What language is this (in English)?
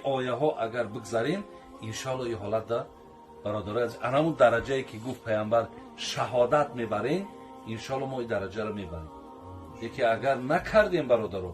Tajik